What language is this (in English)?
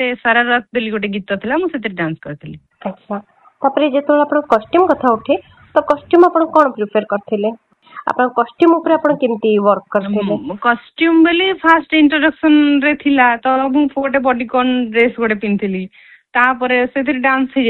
Odia